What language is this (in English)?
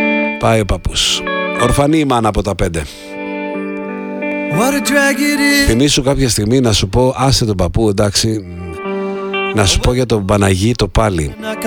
Greek